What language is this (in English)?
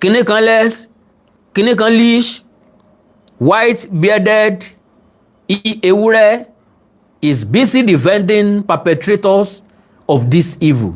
Yoruba